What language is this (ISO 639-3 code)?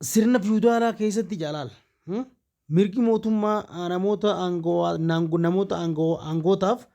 orm